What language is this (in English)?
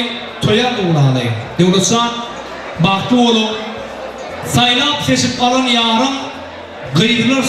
Turkmen